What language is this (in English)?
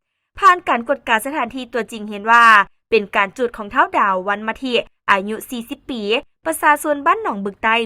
Lao